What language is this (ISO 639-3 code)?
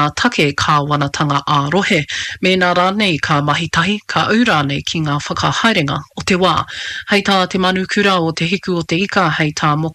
mri